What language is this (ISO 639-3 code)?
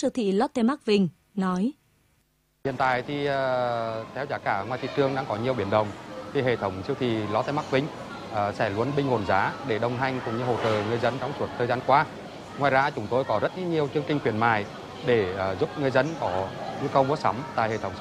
vie